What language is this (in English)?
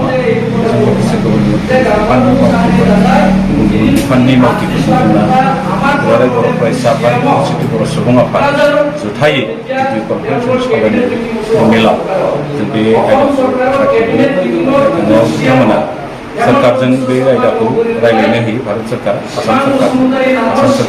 Bodo